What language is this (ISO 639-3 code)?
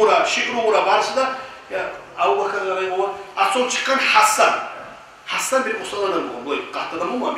kum